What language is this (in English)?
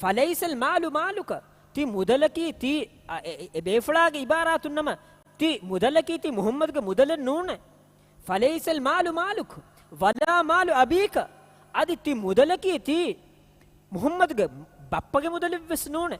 Divehi